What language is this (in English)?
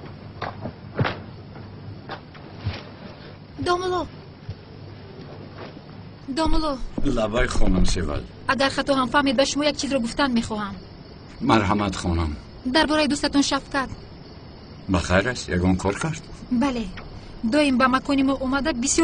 Persian